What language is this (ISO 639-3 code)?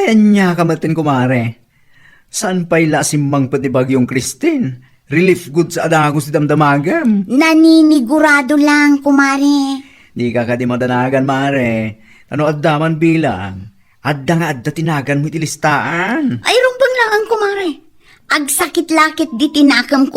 ilo